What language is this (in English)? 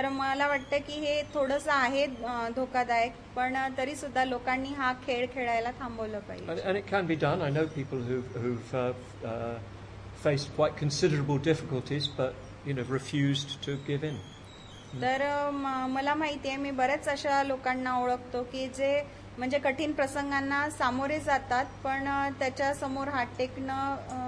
Marathi